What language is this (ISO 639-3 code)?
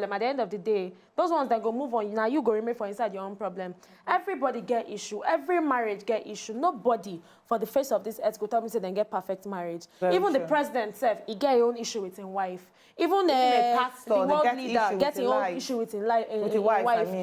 pcm